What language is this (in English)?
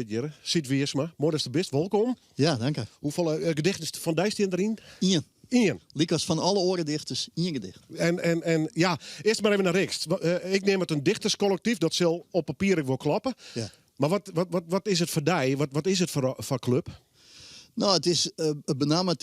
Western Frisian